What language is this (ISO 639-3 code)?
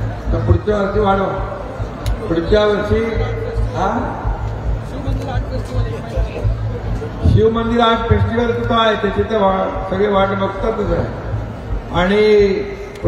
mar